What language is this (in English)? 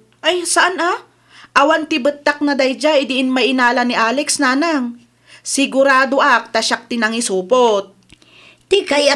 Iloko